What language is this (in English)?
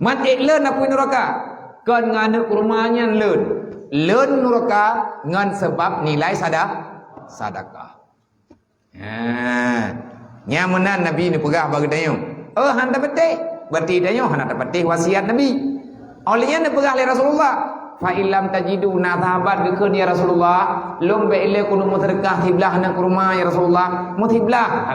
Achinese